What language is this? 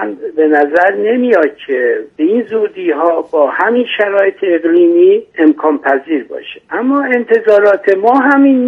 Persian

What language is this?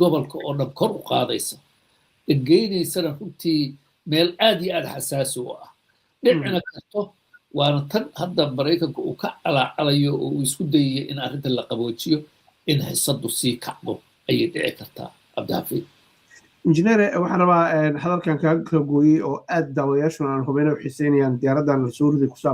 Somali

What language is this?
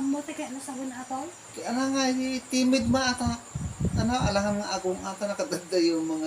Iloko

